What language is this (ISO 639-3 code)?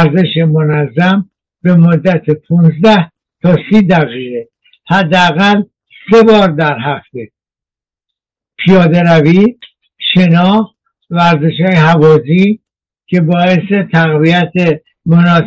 fas